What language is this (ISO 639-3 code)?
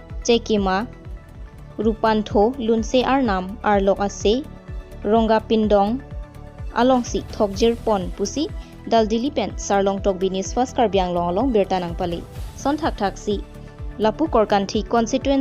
mjw